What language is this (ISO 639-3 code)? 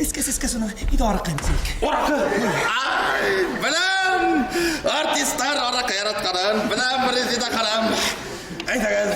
bak